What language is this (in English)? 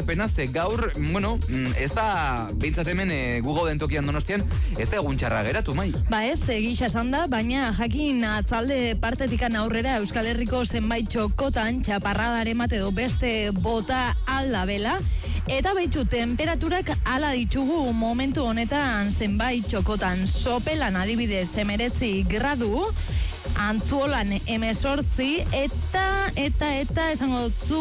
Basque